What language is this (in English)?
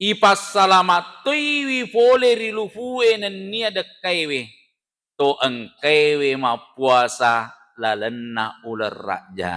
Buginese